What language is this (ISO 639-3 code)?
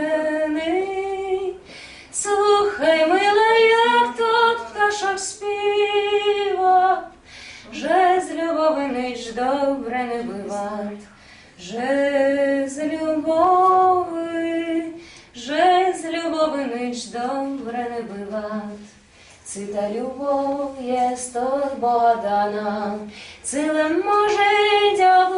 rue